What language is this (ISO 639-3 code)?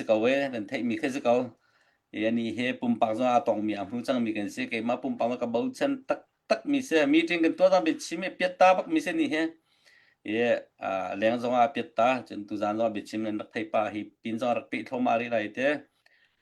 cnh